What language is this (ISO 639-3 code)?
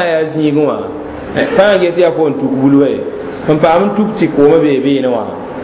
mos